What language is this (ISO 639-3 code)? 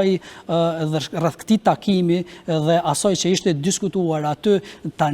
sqi